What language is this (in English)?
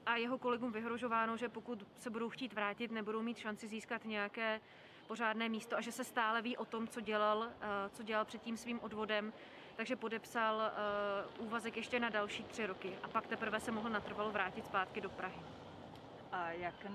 Czech